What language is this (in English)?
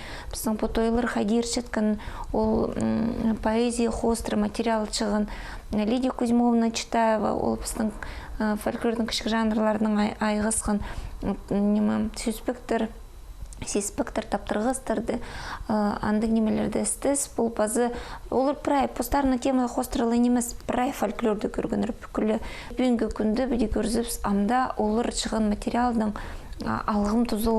Khakas